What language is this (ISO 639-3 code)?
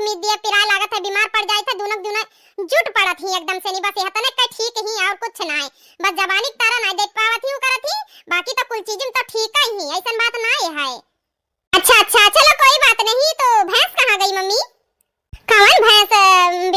awa